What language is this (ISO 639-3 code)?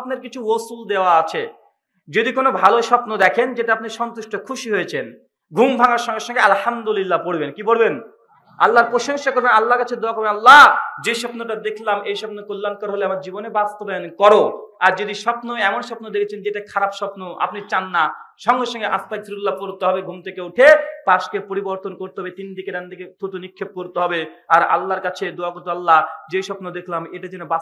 ben